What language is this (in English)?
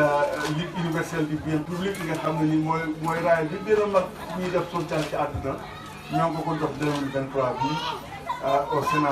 Wolof